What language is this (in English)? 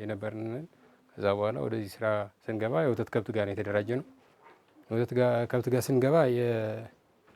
Amharic